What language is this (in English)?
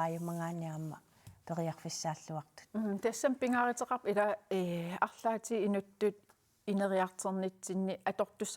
Kalaallisut